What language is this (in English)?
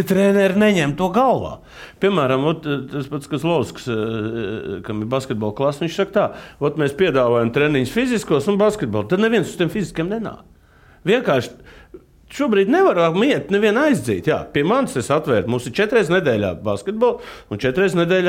Latvian